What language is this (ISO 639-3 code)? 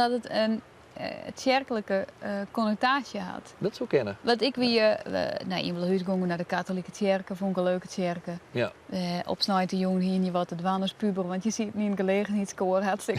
fry